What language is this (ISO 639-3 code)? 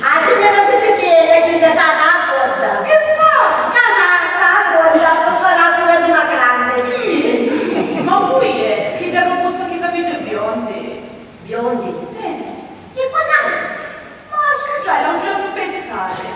scn